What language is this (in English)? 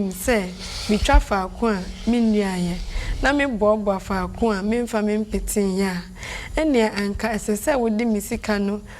Akan